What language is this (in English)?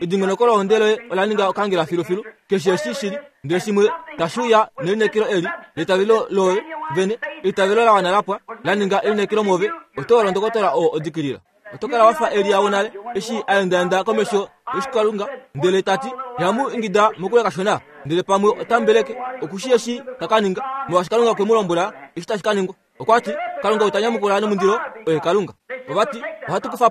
Kuanyama